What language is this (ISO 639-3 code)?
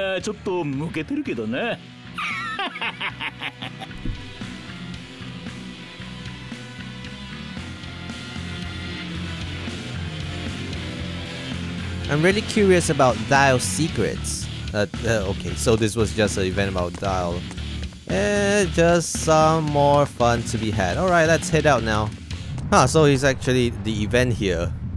jpn